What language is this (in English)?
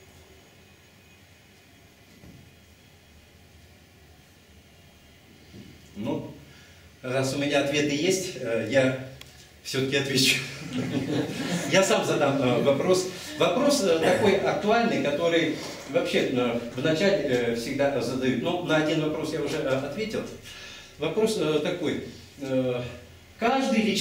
Russian